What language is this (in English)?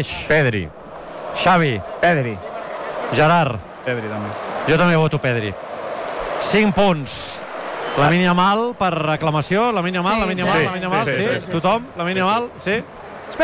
Catalan